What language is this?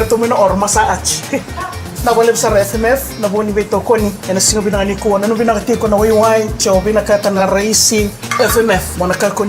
Fijian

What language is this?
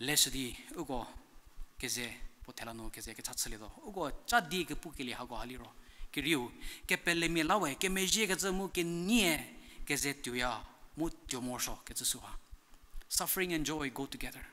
Angami Naga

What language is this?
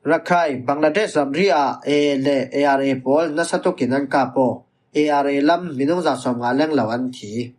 Falam Chin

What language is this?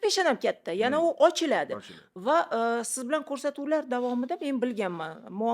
Uzbek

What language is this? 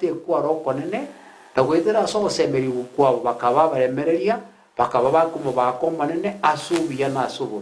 Gusii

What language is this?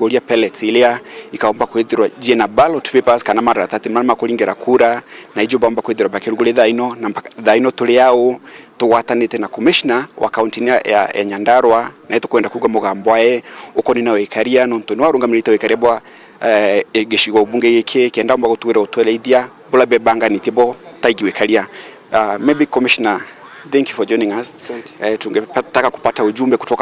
Meru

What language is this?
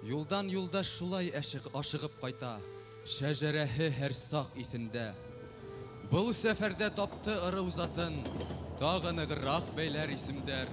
Bashkir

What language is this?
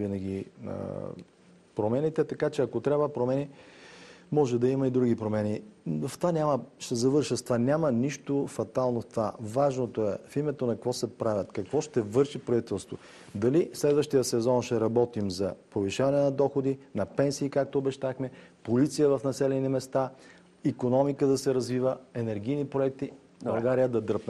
Bulgarian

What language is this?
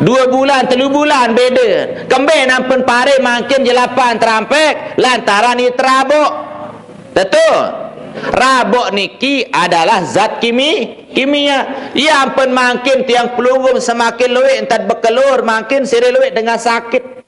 Sasak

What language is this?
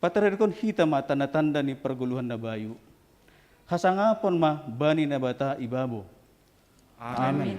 Batak Simalungun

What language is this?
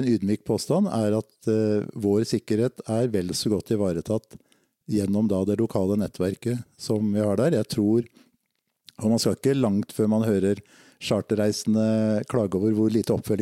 Norwegian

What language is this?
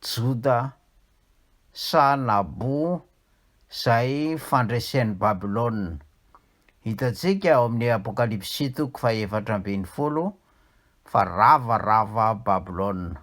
Malagasy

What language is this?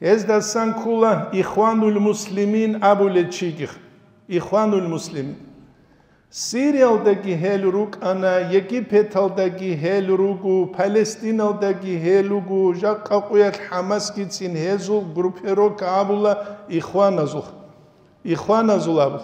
Avaric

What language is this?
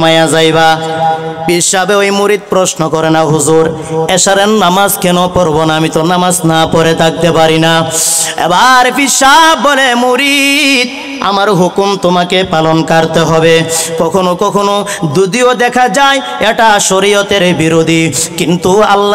Bangla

